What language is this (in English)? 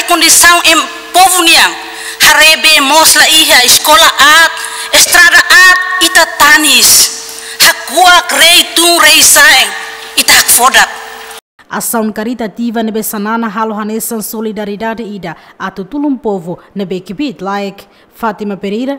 Tetum